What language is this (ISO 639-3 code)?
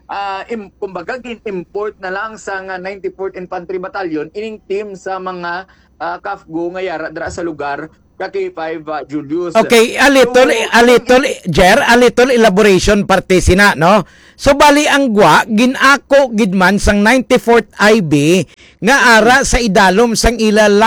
hil